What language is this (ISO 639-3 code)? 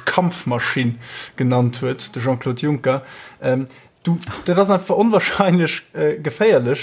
ltz